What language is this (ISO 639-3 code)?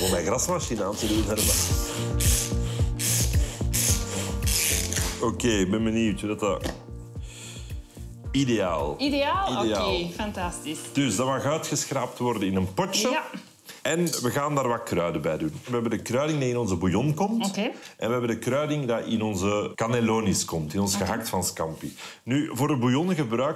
nld